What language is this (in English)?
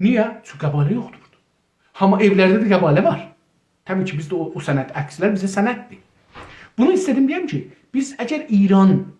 South Azerbaijani